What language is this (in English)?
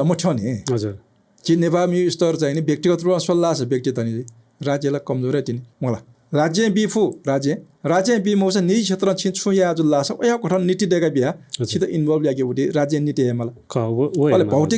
Newari